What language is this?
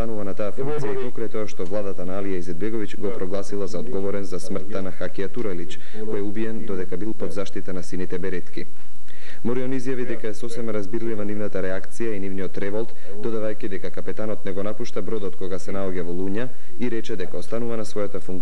Macedonian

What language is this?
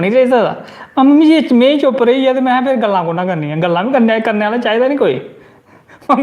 Dogri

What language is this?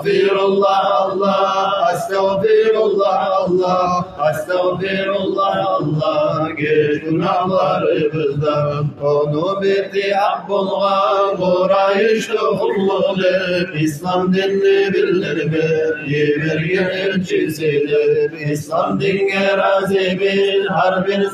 Kumyk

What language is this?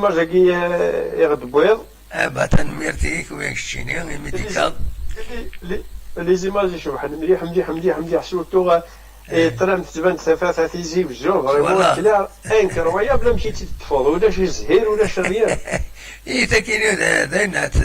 Kabyle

